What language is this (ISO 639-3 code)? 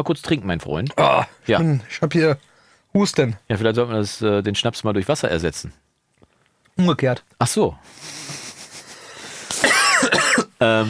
deu